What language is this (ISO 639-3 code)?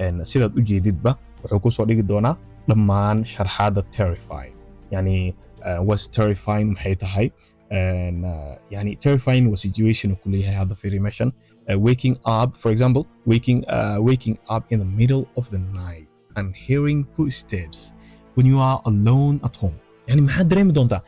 som